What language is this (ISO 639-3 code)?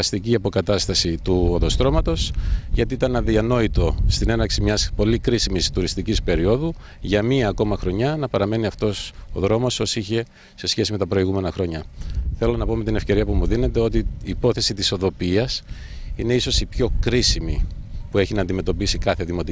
ell